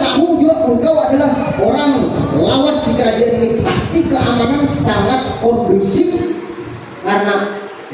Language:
Banjar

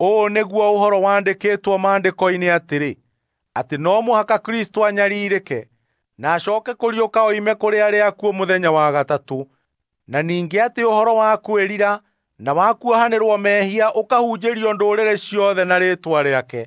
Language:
Kikuyu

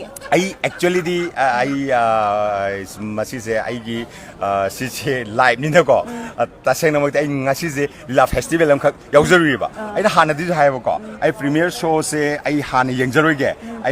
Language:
Manipuri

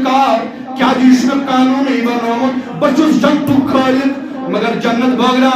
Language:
Kashmiri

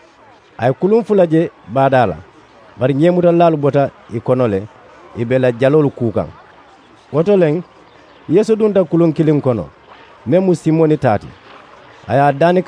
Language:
Mandingo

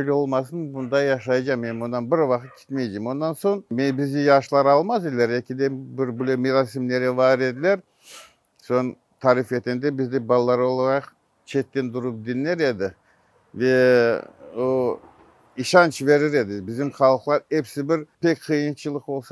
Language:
Crimean Tatar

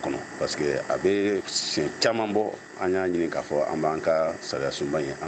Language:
Bambara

